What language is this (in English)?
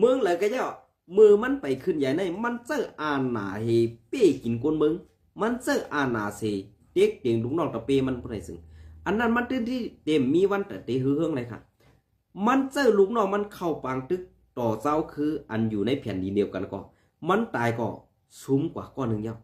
Shan